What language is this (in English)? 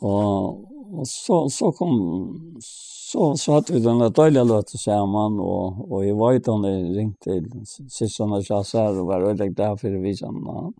Faroese